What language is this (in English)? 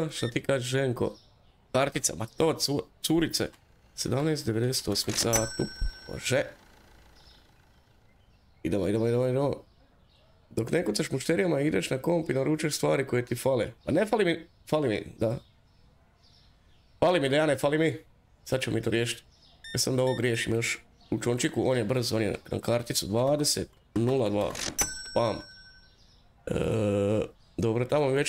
Croatian